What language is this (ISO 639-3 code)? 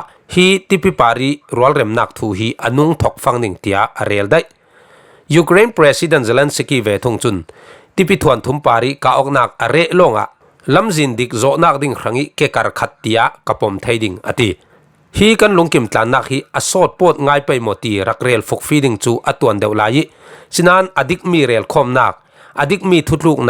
cfm